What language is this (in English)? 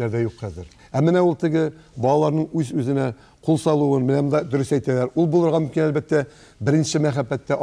Tatar